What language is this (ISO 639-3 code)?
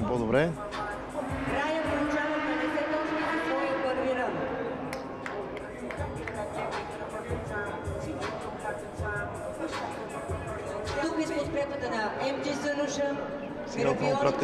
bul